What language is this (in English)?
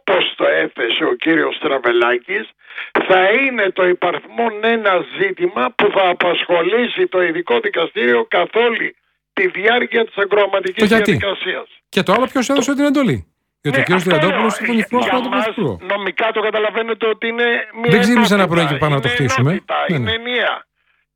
Greek